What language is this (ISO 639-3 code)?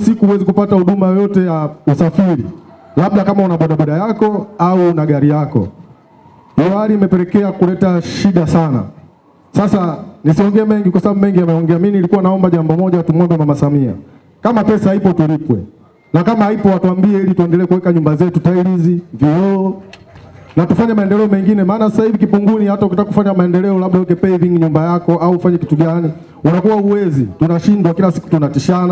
swa